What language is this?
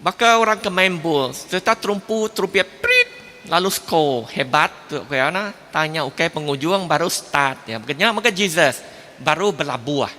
Iban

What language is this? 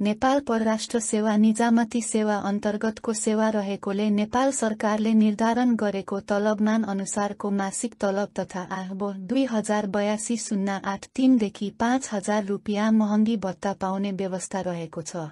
Nepali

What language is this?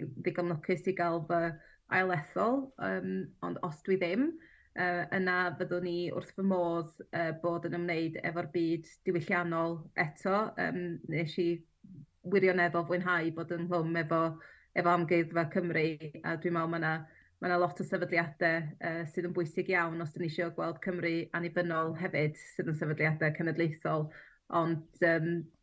Welsh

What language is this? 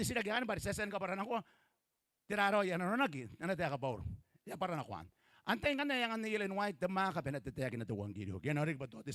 Gilbertese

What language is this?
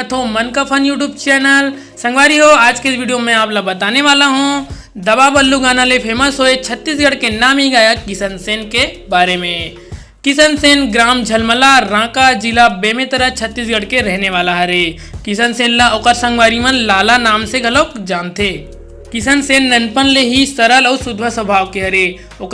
Chhattisgarhi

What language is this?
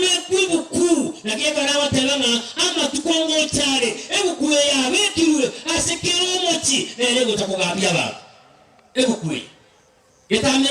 Gusii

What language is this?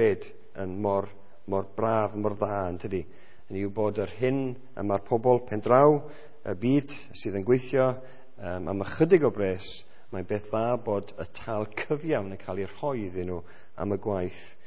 Welsh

